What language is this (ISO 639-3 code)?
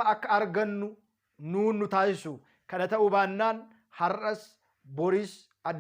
orm